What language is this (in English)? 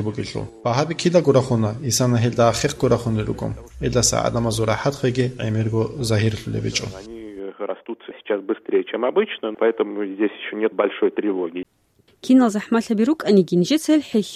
Avaric